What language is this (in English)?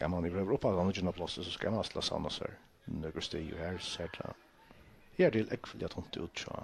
Faroese